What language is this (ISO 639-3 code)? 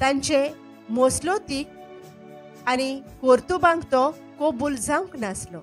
kok